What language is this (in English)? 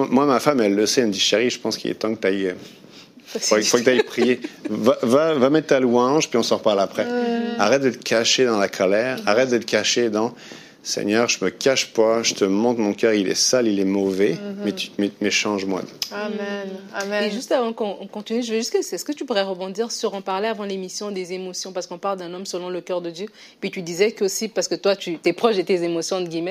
French